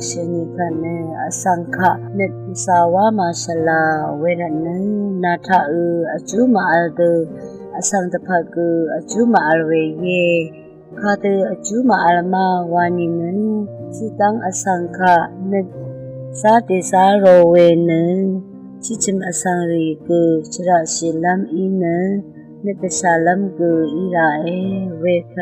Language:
Rawang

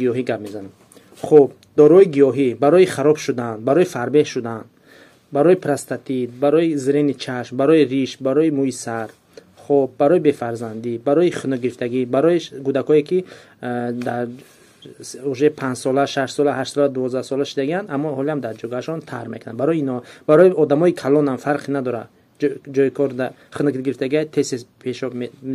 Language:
Tajik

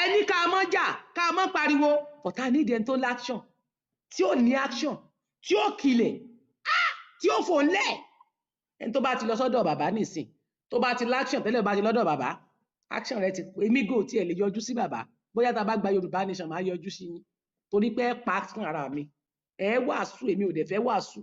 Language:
Yoruba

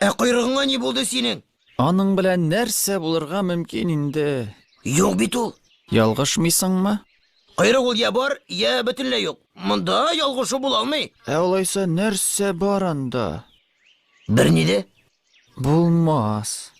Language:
Tatar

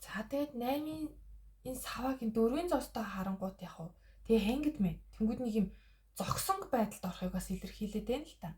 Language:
Mongolian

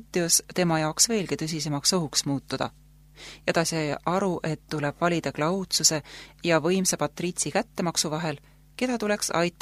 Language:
Estonian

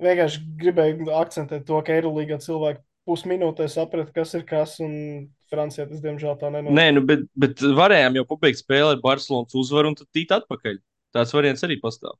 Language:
Latvian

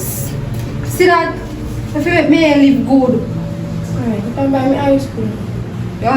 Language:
Jamaican Creole English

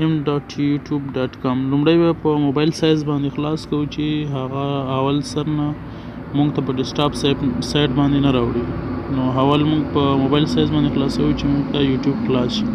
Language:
Pashto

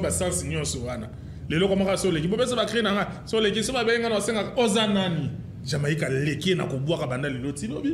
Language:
Lingala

